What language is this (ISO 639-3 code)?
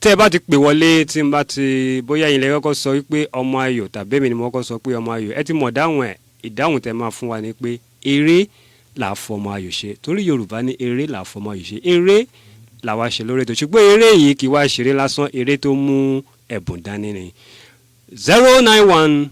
yor